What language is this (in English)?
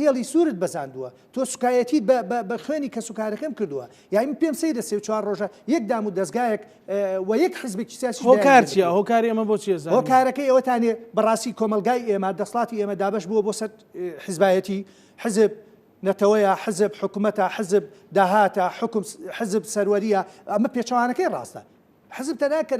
Central Kurdish